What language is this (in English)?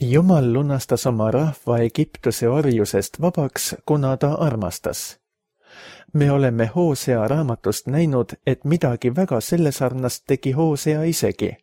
Estonian